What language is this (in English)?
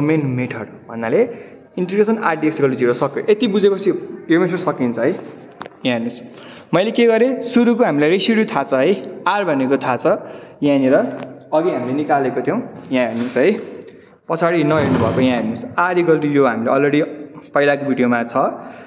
Nepali